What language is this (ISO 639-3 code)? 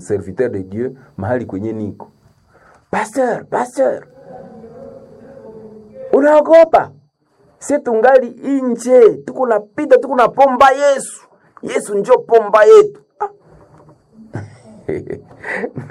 swa